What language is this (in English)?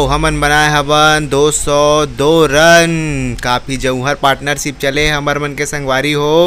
Chhattisgarhi